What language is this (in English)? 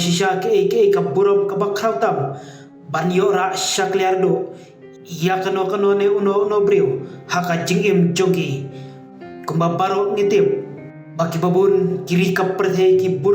Khasi